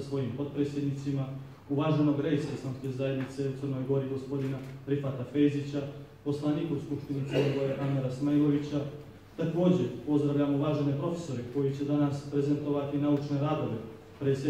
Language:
Bosnian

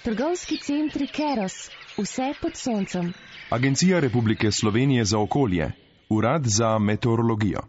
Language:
Slovenian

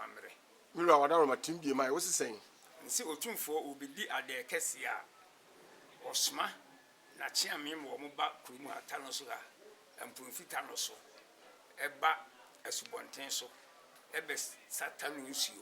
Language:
Akan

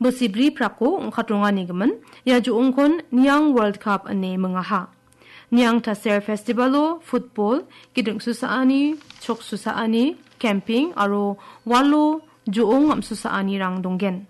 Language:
Garo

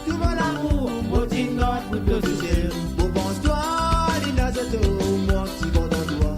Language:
Morisyen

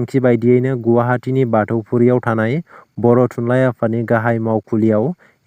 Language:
Bodo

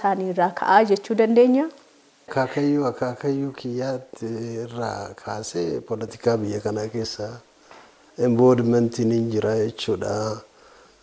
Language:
Oromo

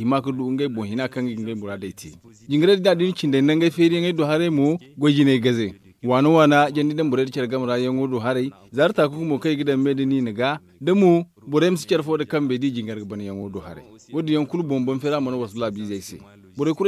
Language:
Zarma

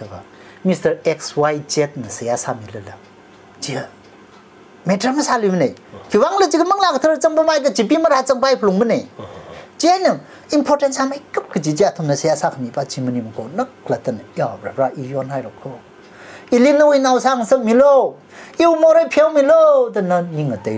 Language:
Tangkhul Naga (India)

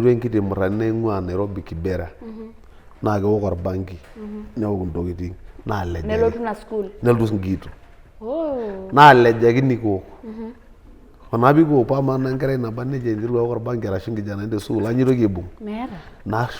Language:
Masai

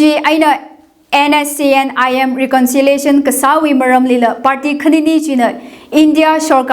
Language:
Tangkhul Naga (India)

